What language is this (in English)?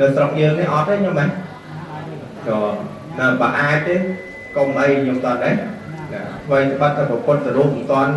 Khmer